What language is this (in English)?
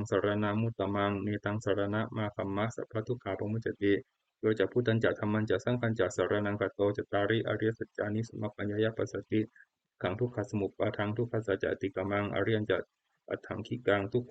Pali